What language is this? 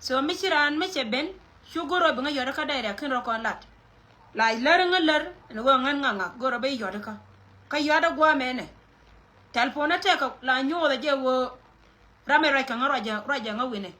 Nuer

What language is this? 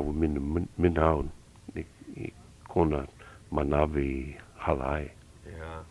Hawaiian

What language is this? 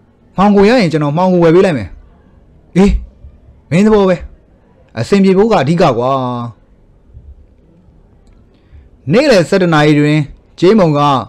Burmese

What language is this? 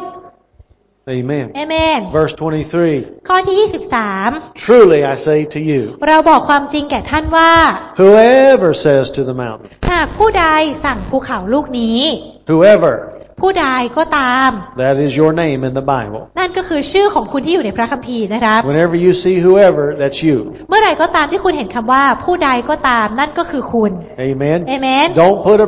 Thai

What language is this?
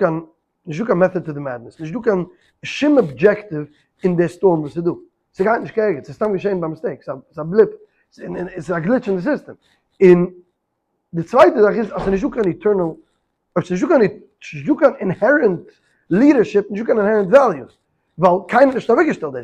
Yiddish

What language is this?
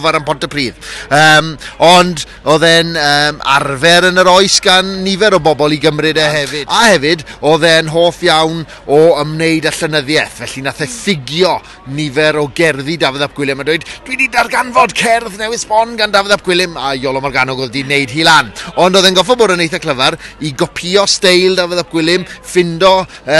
Welsh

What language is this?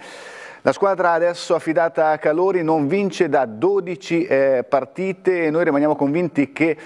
Italian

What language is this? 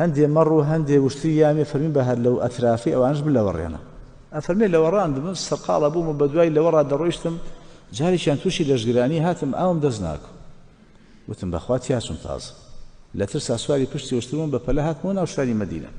Central Kurdish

